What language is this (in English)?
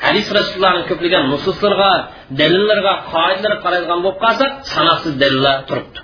Uyghur